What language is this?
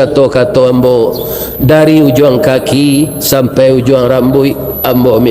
Minangkabau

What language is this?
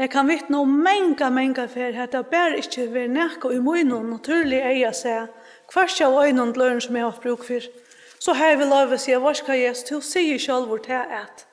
Faroese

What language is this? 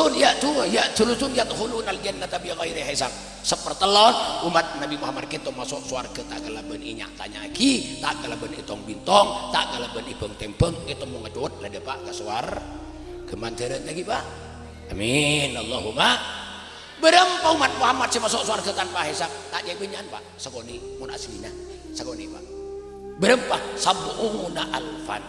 Madurese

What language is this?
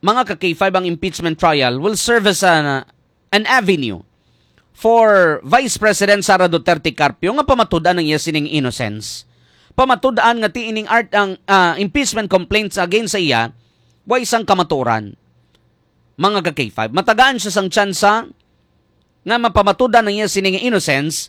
Hiligaynon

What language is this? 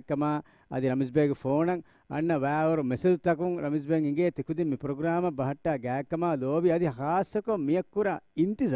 Divehi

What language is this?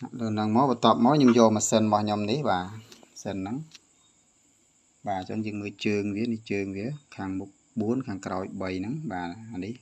Khmer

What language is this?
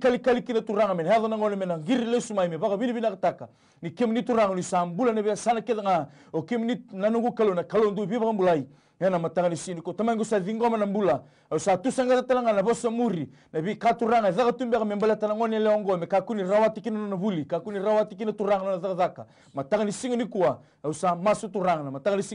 Fijian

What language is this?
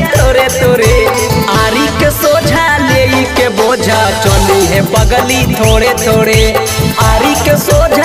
Bhojpuri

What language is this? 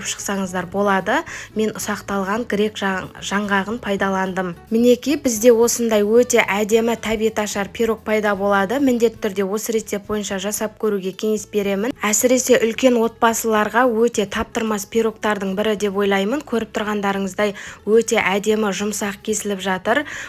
Kazakh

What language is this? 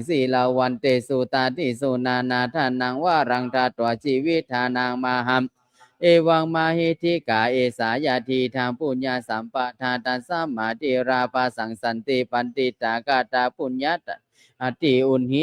Pali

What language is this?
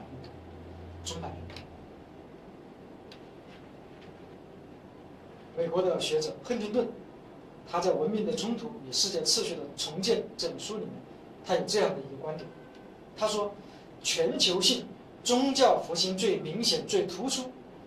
Chinese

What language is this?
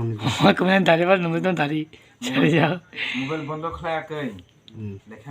Kok Borok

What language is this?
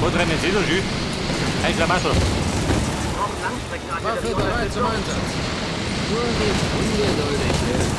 Bavarian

